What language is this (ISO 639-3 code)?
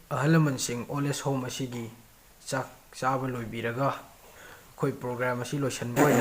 mni